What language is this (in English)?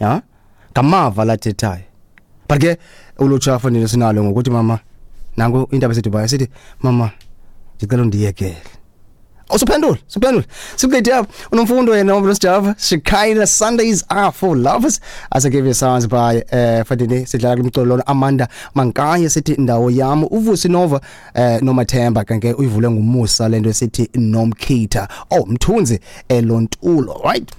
Xhosa